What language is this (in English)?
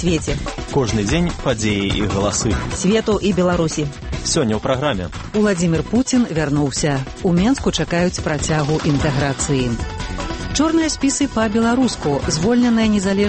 Belarusian